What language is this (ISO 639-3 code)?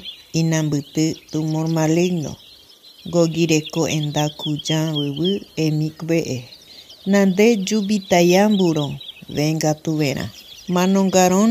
guq